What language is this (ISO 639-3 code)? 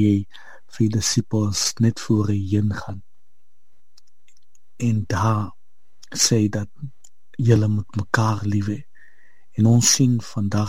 afr